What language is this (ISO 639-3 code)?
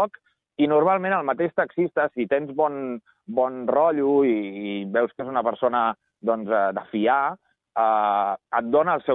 cat